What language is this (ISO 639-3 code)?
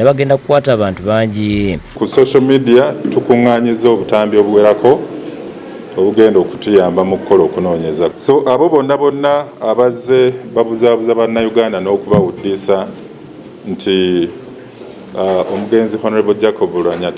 lug